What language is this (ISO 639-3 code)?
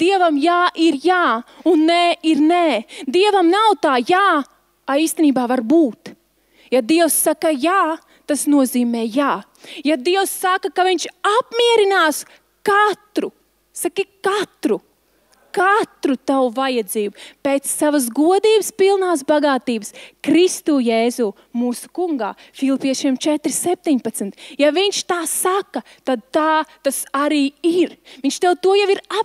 lav